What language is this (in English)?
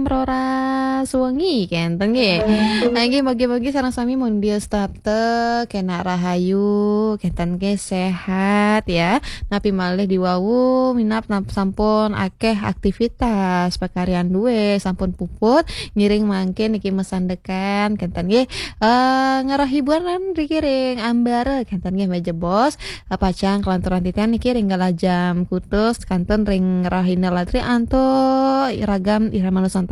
Balinese